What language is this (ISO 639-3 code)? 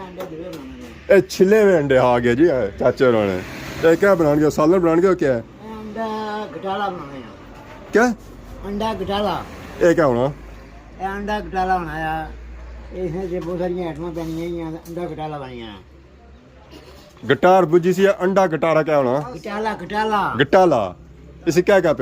phr